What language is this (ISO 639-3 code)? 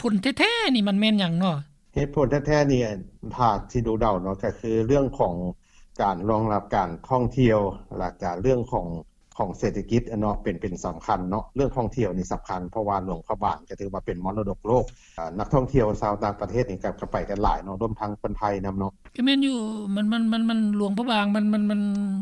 lao